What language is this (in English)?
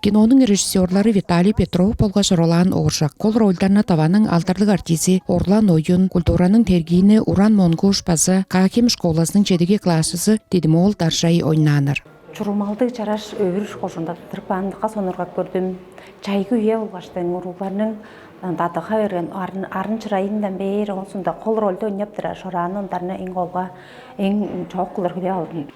Tuvinian